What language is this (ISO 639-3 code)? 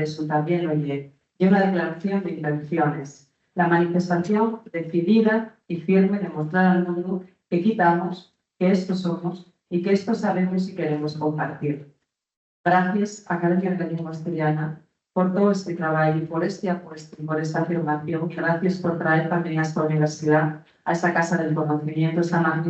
ast